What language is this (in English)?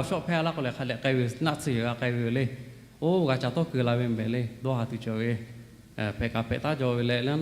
Lahu